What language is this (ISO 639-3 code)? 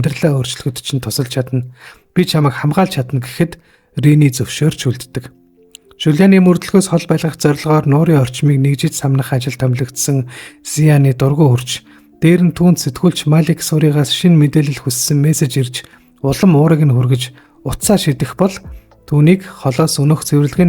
mon